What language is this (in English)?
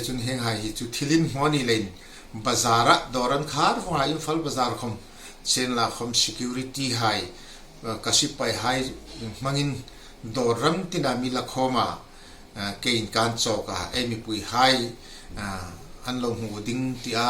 Hmar